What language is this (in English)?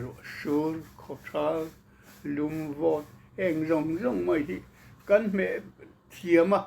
Mizo